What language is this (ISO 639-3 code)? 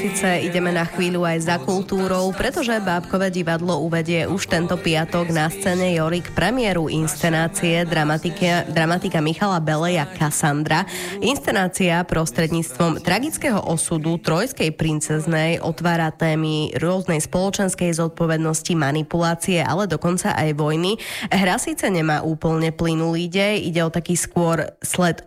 slk